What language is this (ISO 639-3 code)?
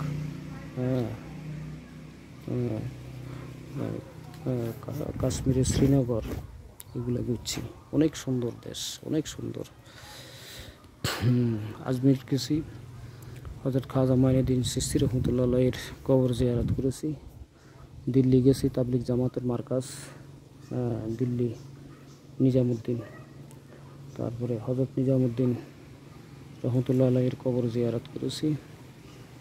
ben